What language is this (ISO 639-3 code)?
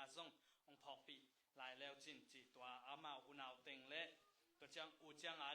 ctd